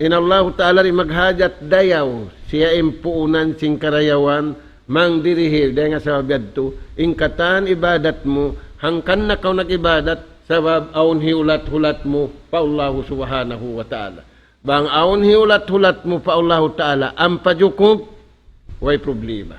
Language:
Tausug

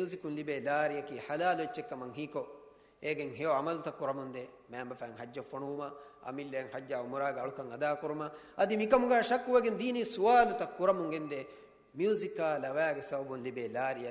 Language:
Divehi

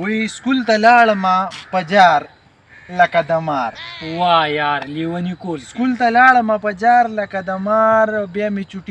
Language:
Pashto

